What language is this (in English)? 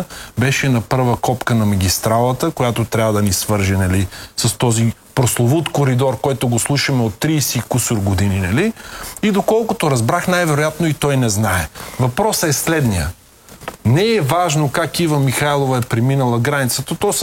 Bulgarian